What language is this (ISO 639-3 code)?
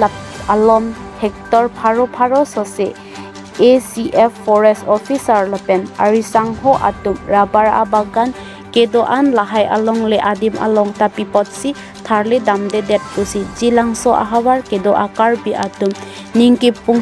mjw